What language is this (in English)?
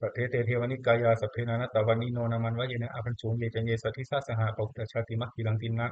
Pali